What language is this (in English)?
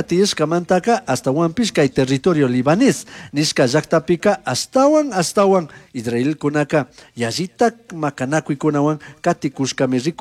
Chimborazo Highland Quichua